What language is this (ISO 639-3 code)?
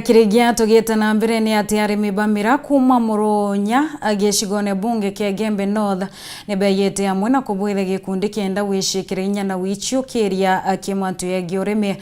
mer